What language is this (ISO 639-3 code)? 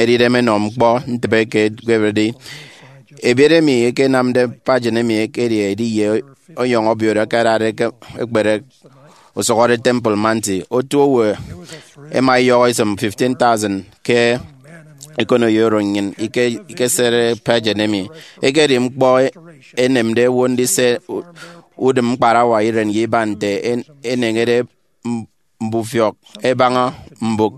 efi